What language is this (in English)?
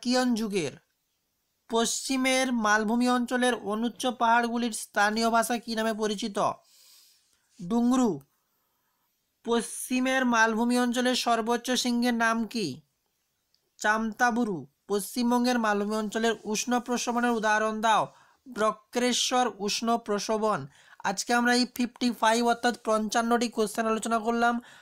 Bangla